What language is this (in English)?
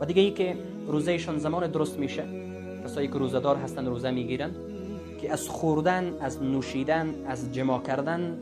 Persian